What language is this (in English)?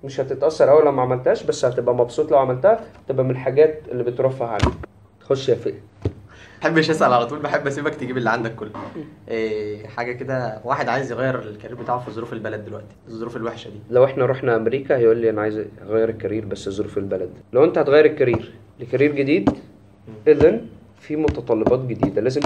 Egyptian Arabic